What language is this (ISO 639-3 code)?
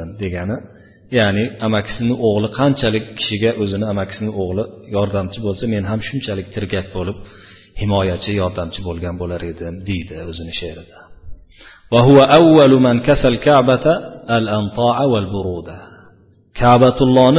uzb